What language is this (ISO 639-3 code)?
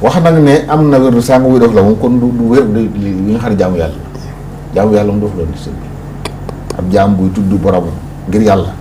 wol